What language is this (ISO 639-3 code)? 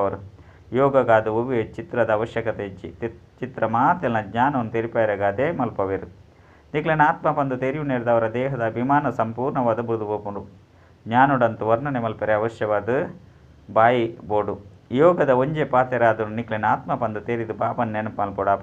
tcy